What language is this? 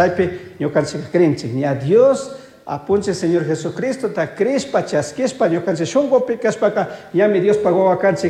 Chimborazo Highland Quichua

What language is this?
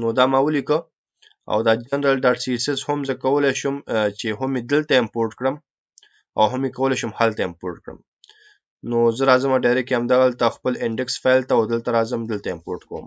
Pashto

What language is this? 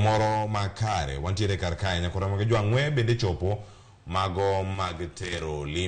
Luo (Kenya and Tanzania)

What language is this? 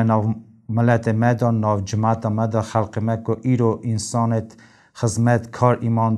Kurdish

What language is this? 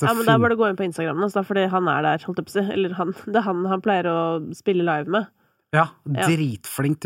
Norwegian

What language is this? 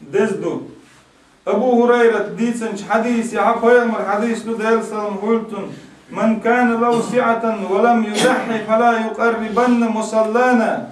Chechen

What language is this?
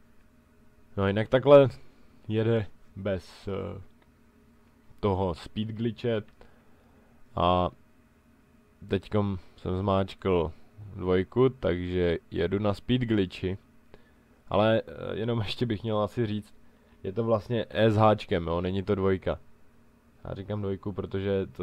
Czech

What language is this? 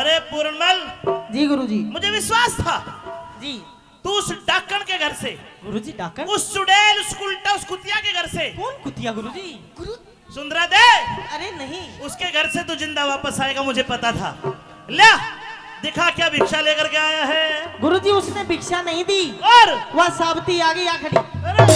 Haryanvi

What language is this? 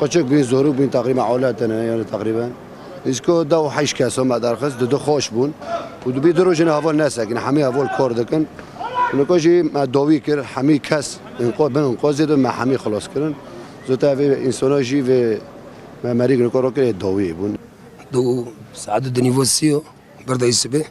Kurdish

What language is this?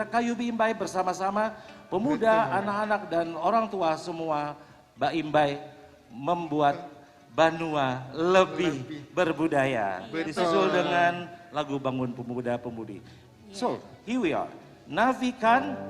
Banjar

